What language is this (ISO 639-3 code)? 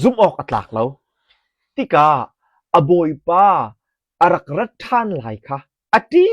cnh